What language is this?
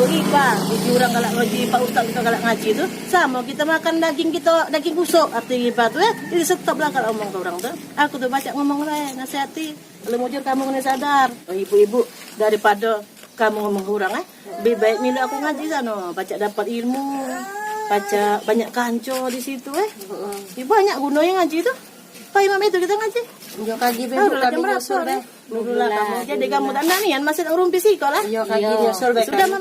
Musi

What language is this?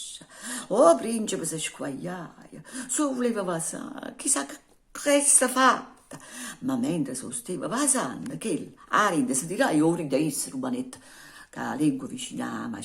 Neapolitan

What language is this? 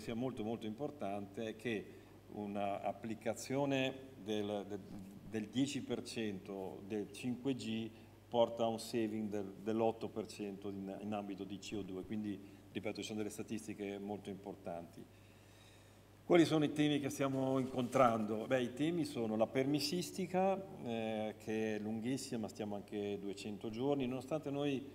Italian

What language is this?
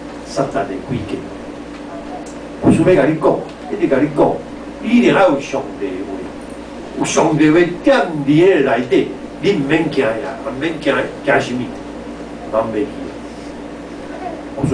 Min Nan Chinese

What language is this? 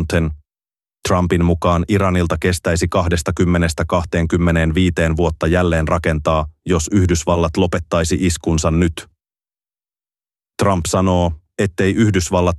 Finnish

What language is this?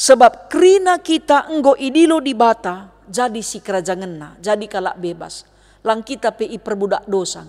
Batak Karo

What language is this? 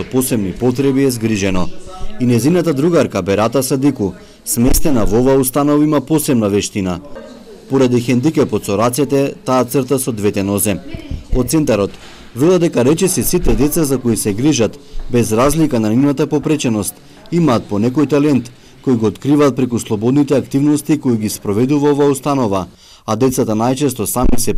Macedonian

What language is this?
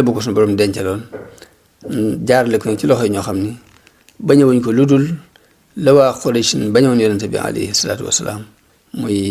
Wolof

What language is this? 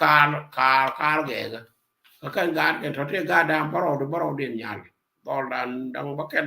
Nuer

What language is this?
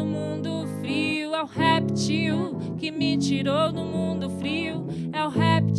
Portuguese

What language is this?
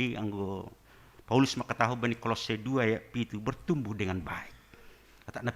Batak Simalungun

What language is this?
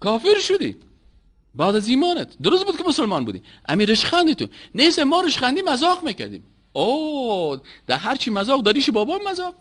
Persian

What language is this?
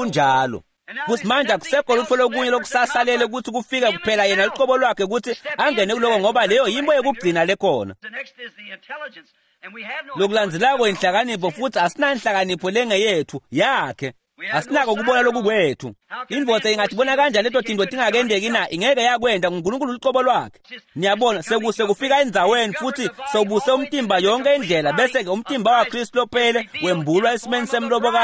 Swati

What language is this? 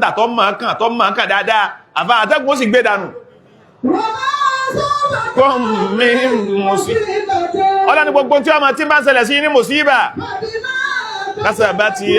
Yoruba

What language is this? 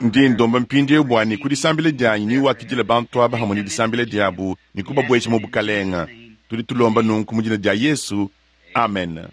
Luba-Lulua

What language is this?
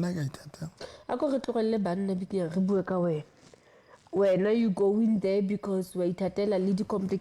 Southern Sotho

